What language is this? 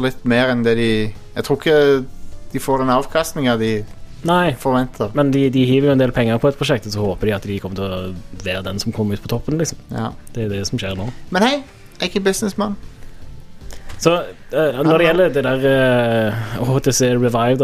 Norwegian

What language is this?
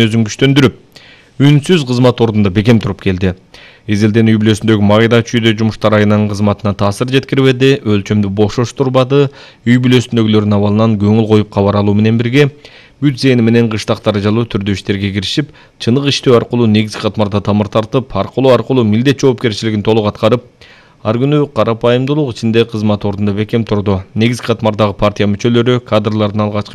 Kyrgyz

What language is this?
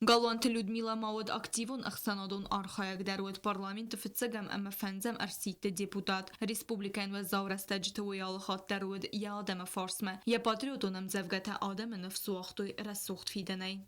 Ossetic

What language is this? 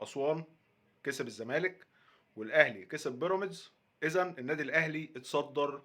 Egyptian Arabic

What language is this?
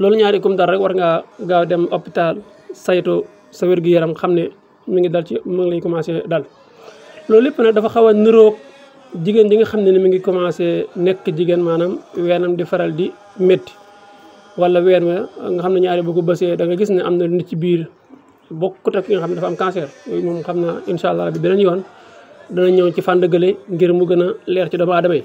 Wolof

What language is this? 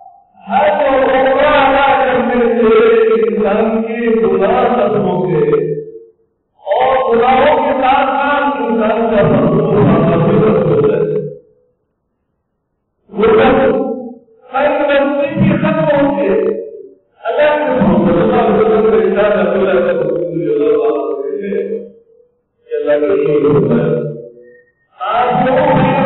Urdu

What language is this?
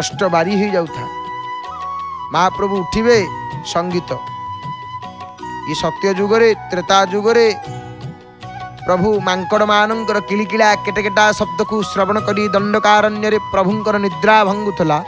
Odia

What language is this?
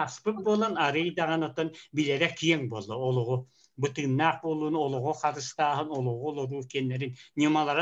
Yakut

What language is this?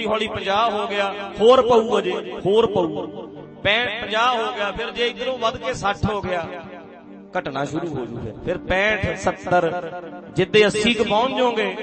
Punjabi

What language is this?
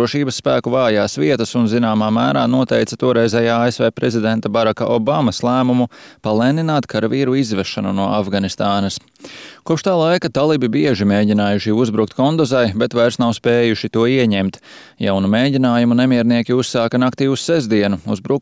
Latvian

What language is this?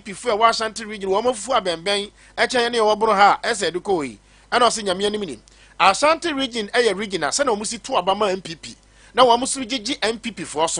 Akan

